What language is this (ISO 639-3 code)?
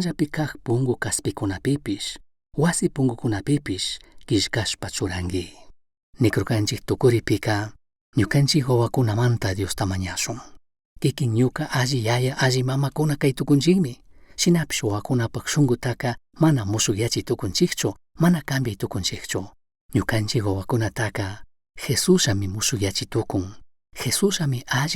qug